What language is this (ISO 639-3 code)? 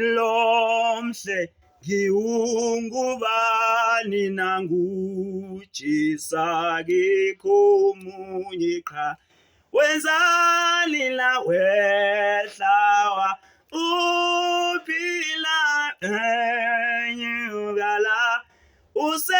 zul